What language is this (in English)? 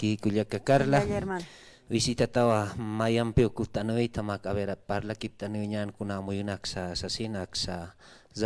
Aymara